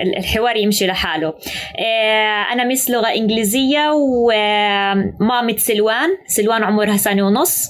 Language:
North Levantine Arabic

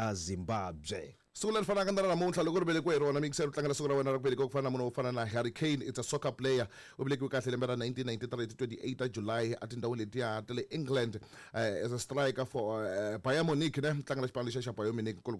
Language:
Tsonga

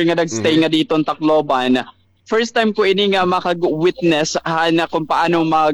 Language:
Waray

